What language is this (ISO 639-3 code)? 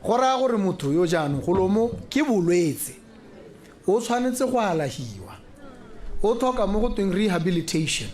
tsn